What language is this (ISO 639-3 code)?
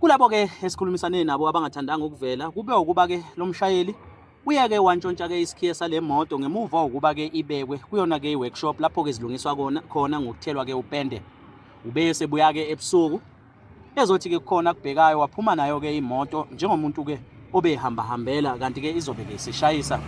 zul